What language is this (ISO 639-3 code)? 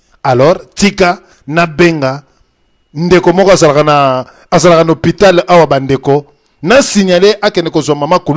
lin